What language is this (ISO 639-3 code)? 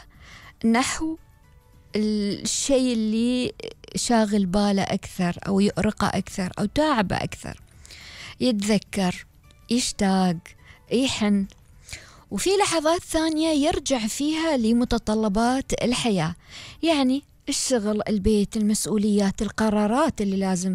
afb